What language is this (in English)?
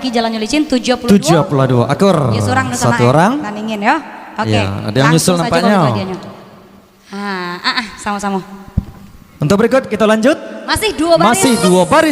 Minangkabau